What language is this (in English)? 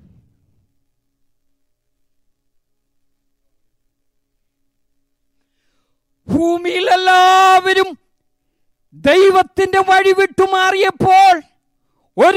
Malayalam